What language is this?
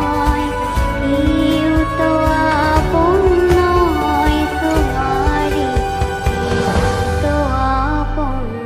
Sylheti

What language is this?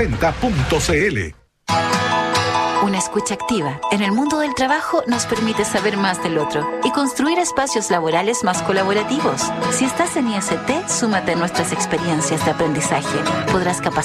Spanish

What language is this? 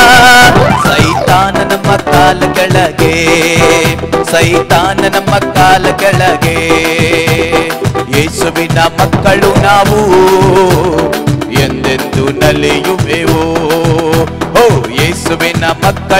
Kannada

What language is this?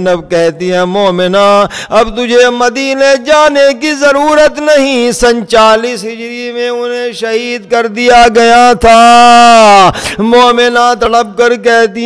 Urdu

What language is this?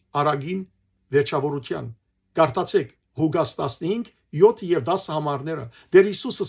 Western Armenian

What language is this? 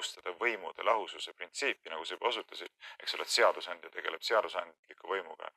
Estonian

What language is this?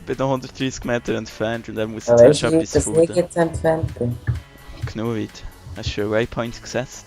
Swiss German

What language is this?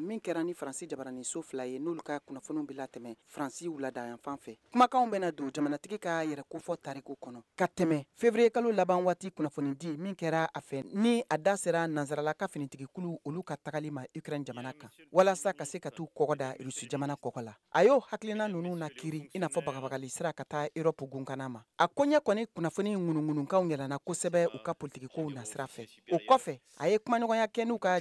Bambara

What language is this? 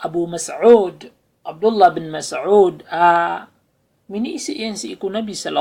Maranao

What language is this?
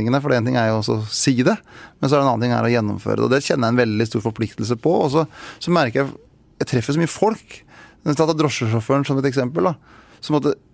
Norwegian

